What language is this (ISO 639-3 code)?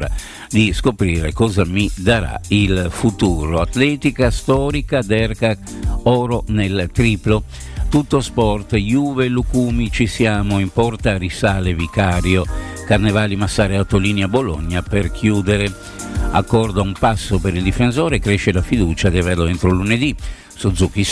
ita